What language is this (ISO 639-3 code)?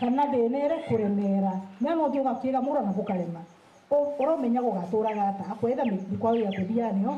mer